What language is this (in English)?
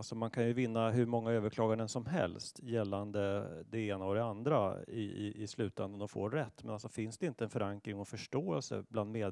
Swedish